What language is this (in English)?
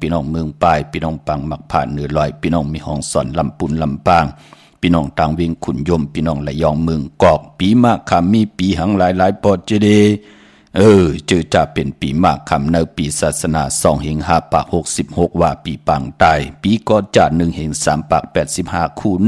Shan